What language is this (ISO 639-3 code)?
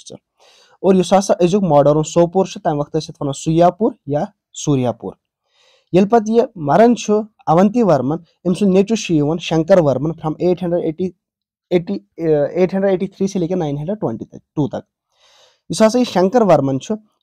kas